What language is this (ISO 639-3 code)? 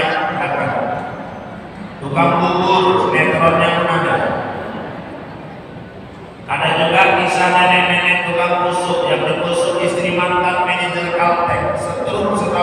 ind